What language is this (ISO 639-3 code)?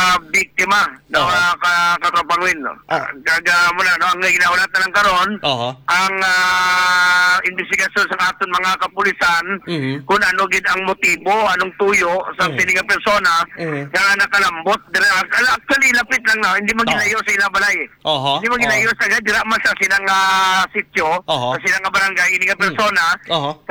hil